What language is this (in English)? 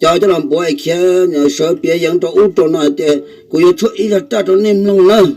Hmong